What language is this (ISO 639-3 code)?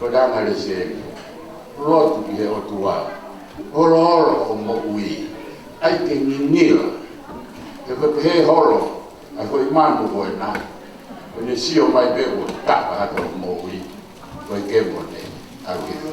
ton